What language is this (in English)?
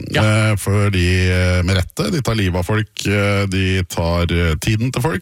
Norwegian